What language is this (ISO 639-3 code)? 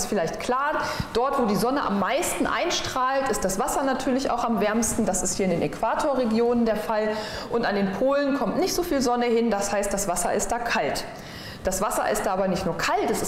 deu